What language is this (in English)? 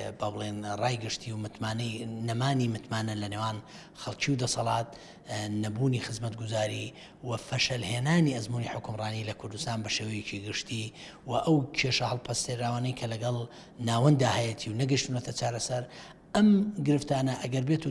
Central Kurdish